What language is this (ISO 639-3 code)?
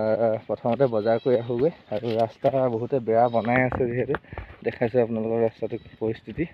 asm